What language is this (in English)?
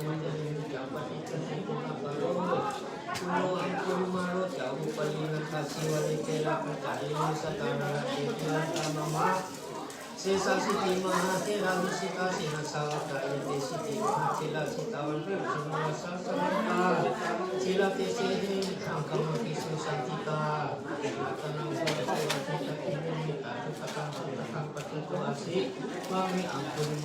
Pali